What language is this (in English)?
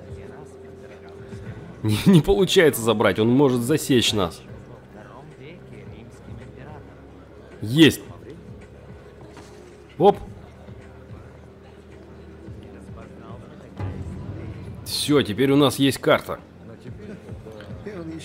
Russian